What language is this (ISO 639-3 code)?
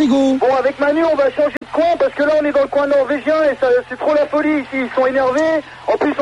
fra